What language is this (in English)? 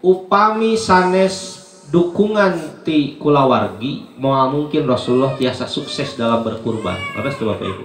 Sundanese